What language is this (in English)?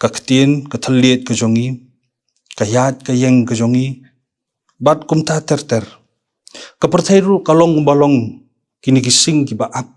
Khasi